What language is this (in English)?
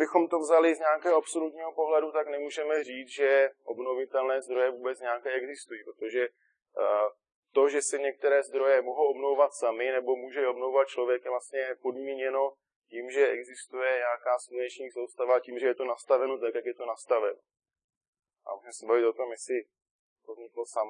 Czech